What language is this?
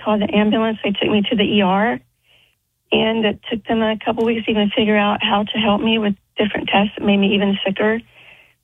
English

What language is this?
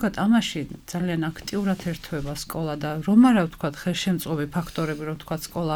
Georgian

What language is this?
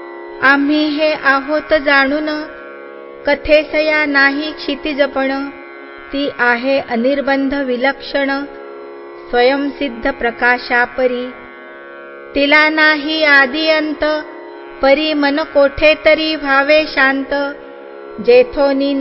Marathi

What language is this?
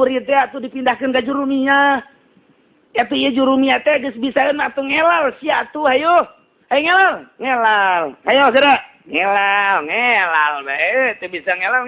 Sundanese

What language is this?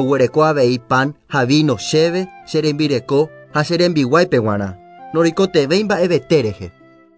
Guarani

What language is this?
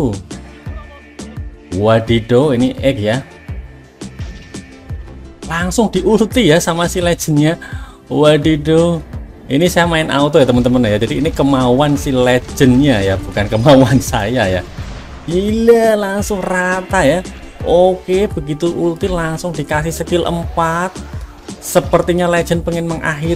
Indonesian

